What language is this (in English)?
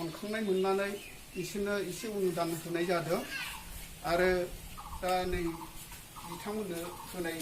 Bodo